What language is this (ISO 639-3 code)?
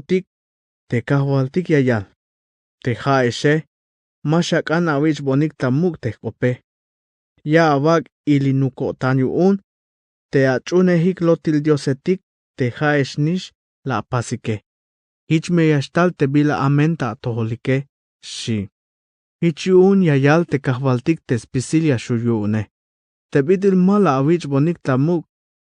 tzh